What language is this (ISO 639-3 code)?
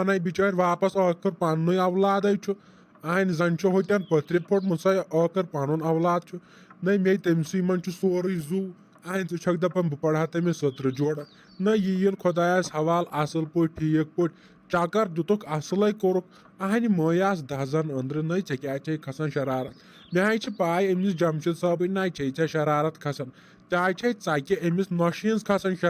kas